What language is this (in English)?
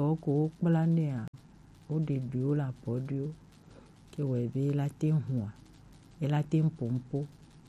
Gen